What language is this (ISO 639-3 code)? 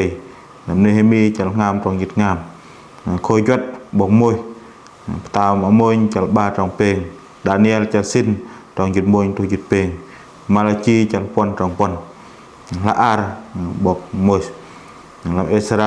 bdq